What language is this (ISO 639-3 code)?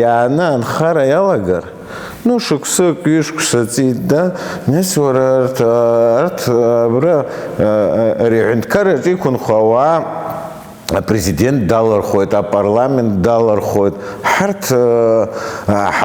abk